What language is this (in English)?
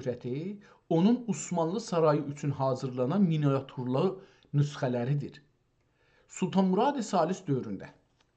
South Azerbaijani